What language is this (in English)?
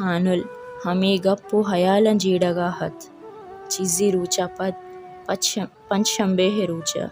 Baluchi